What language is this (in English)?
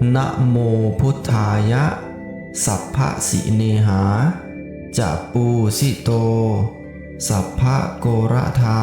Pali